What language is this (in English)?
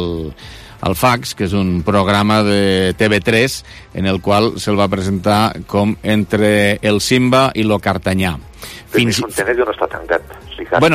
Catalan